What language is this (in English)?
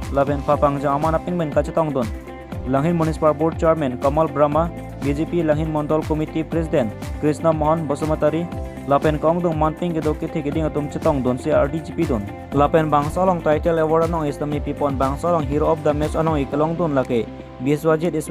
Karbi